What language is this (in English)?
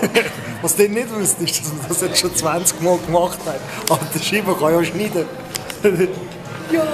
Swiss German